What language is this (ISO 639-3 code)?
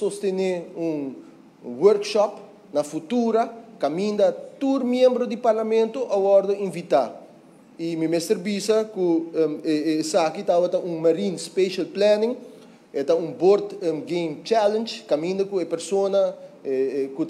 pap